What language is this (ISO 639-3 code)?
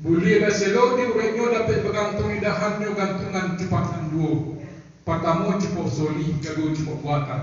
min